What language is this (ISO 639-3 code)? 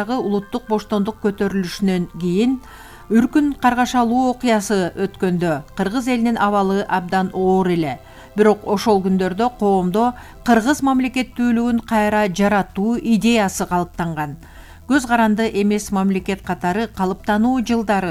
kir